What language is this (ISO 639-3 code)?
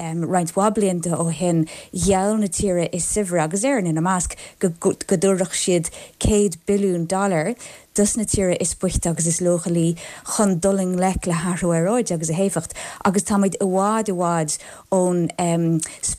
gle